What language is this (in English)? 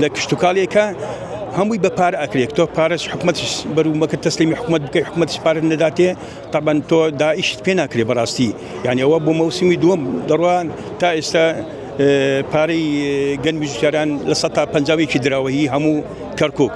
Central Kurdish